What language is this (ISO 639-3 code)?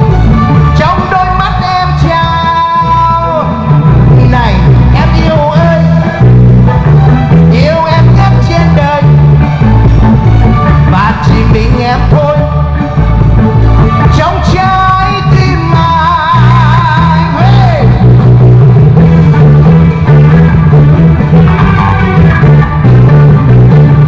vie